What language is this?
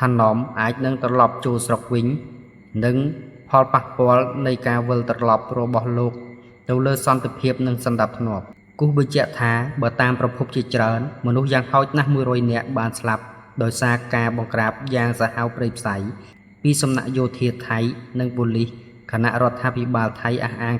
Khmer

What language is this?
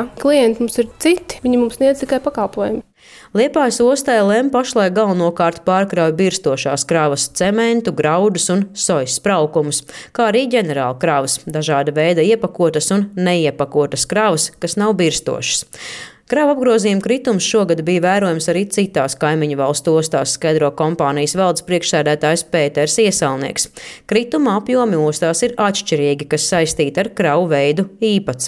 Latvian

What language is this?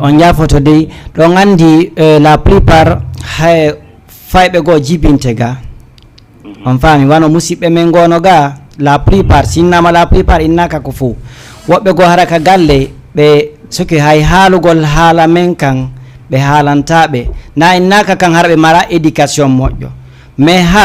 Fula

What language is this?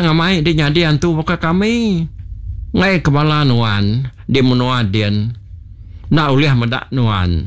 Iban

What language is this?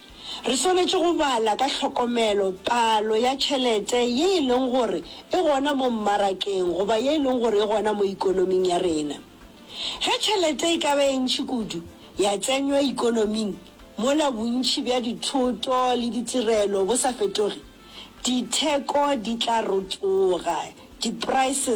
Northern Sotho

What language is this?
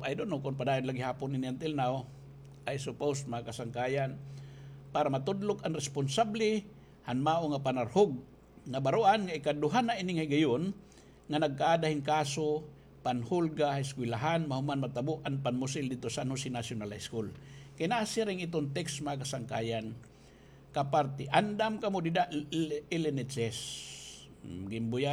Waray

